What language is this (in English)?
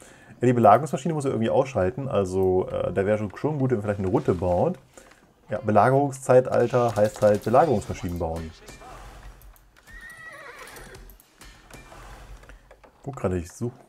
German